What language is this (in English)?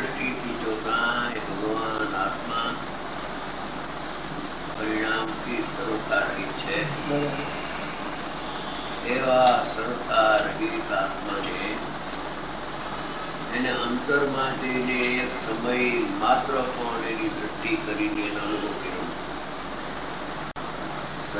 Gujarati